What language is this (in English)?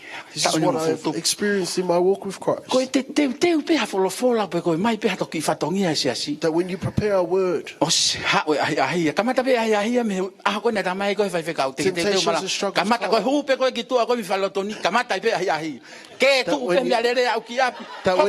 Tongan